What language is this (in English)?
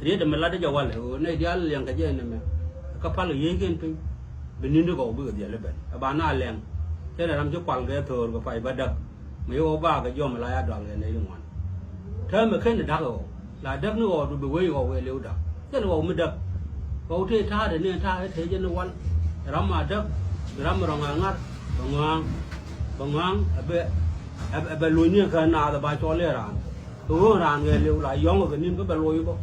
Nuer